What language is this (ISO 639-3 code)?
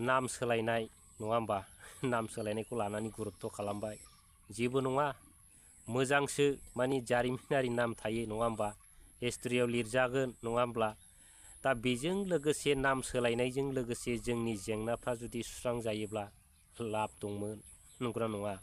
brx